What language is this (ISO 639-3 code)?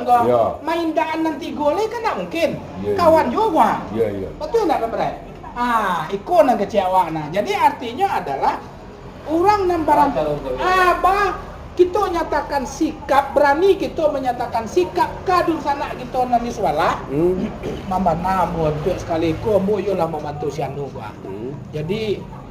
min